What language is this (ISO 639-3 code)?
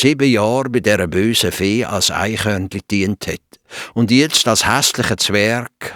gsw